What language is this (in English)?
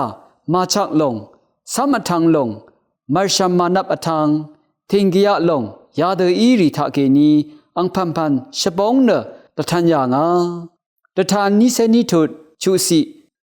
Rawang